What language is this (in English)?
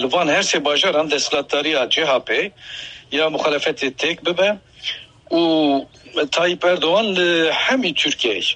Kurdish